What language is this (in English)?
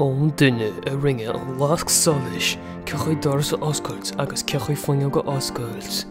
Irish